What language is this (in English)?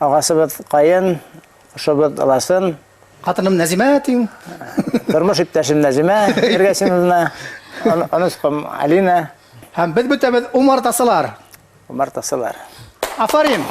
Bashkir